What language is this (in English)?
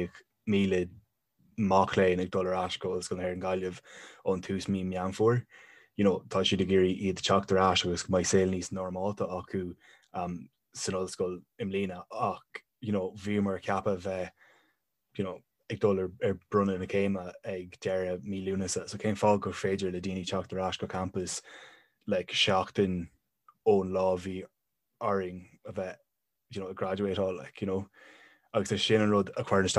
Irish